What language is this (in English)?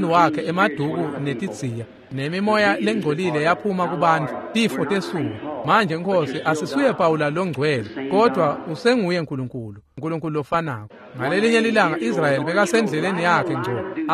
Swati